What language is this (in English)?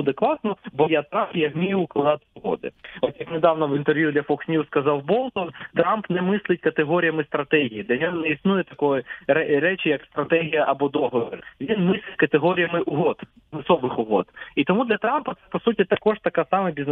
Ukrainian